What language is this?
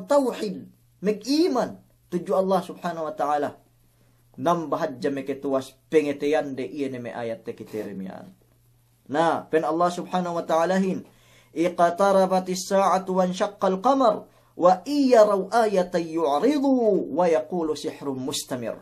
Yakan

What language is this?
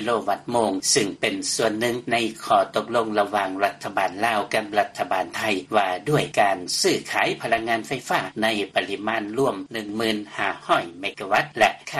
Lao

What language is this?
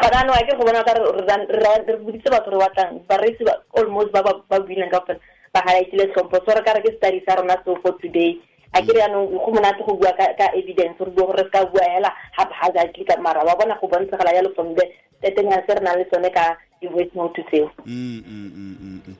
Tswana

